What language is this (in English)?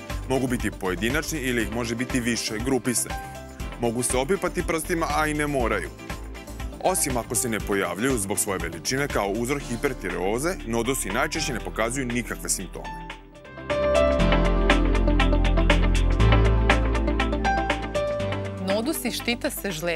Serbian